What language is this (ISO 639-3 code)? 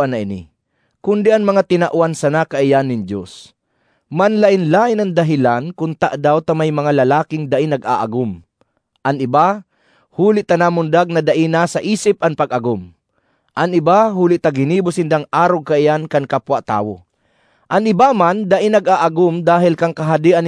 bik